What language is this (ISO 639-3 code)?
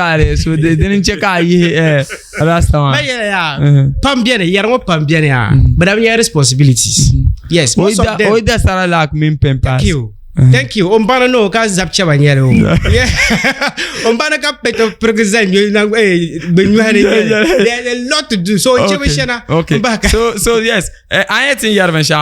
dag